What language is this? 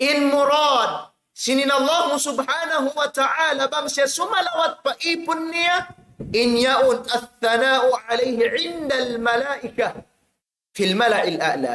Tausug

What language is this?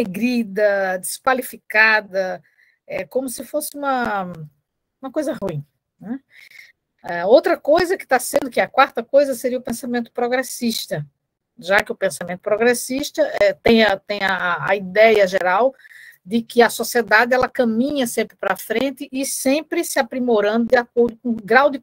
Portuguese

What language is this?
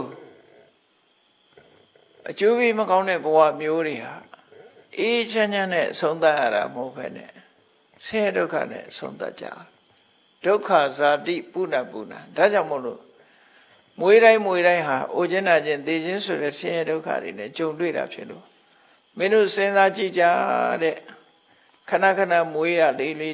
Burmese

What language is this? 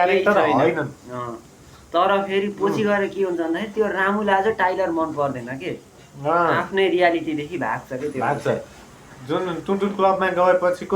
Nepali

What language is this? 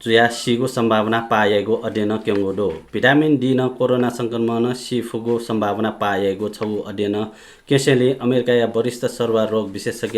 Newari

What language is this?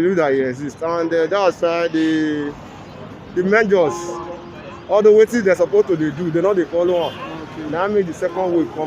Nigerian Pidgin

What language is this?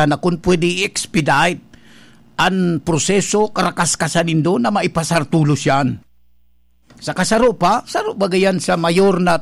Bikol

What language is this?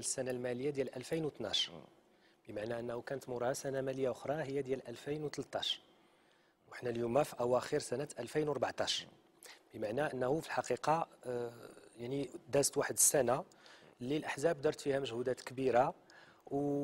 Moroccan Arabic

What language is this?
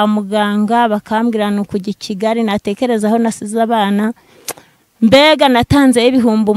Kinyarwanda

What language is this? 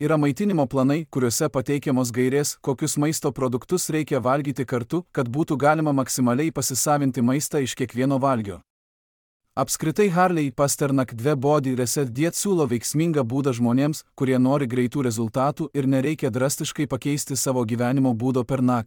Lithuanian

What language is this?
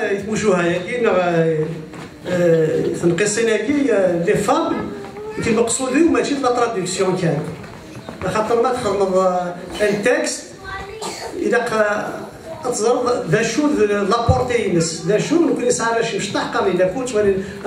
Kabyle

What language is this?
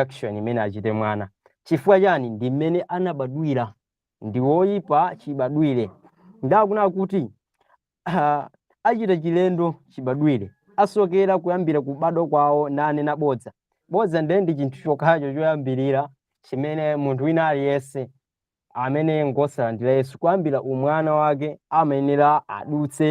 Nyanja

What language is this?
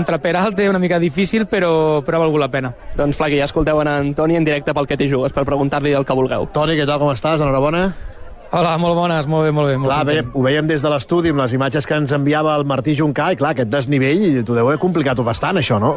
Catalan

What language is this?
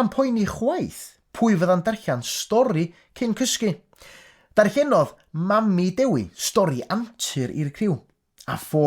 Welsh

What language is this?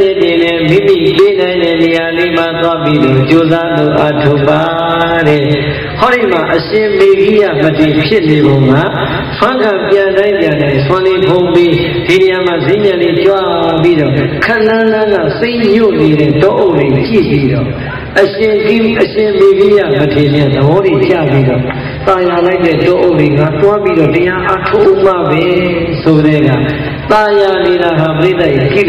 Burmese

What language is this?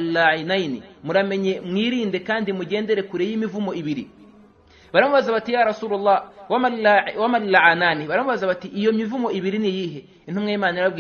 Kinyarwanda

